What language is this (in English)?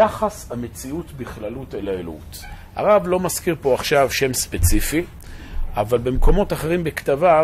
Hebrew